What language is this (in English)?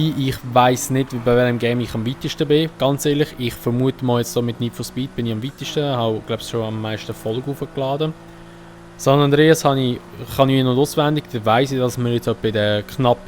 Swiss German